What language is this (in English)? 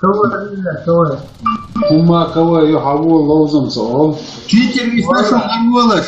Chechen